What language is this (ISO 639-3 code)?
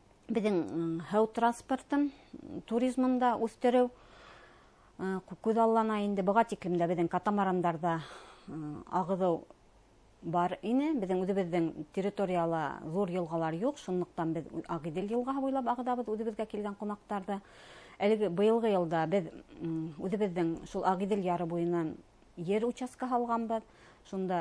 bak